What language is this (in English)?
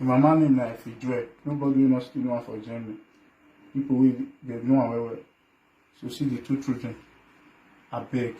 Nigerian Pidgin